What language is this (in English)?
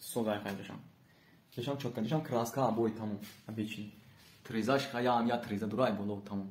Tajik